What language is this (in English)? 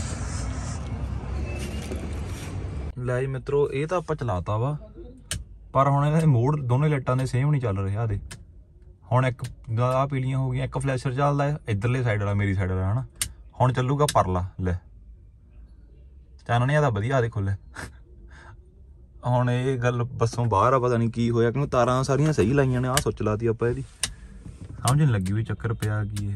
Punjabi